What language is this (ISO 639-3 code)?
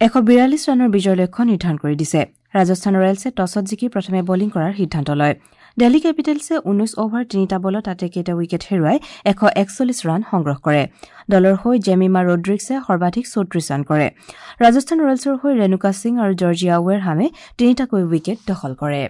asm